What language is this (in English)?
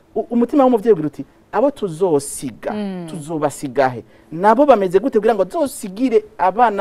Rundi